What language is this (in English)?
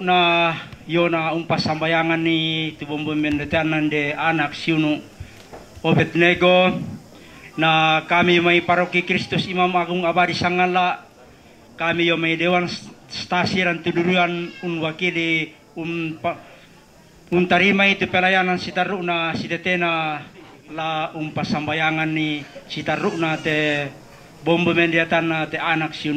Toraja-Sa'dan